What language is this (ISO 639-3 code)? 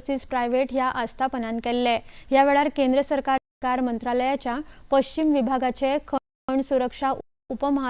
kok